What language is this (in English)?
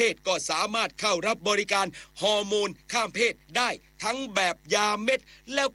Thai